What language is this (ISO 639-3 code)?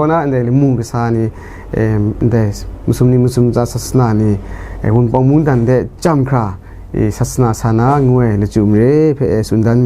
kac